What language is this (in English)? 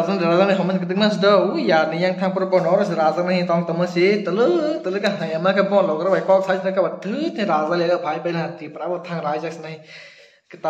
Kok Borok